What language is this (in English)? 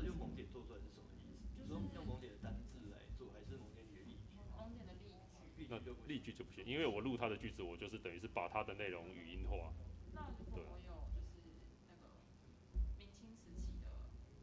Chinese